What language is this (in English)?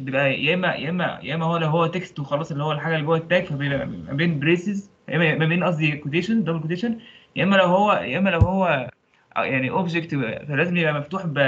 Egyptian Arabic